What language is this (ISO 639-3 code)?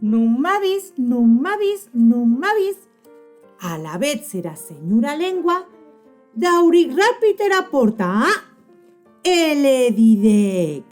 oci